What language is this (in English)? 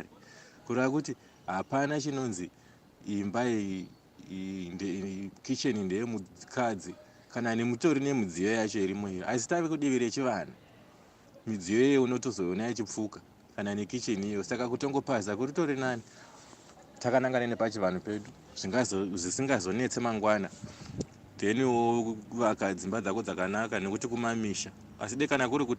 Shona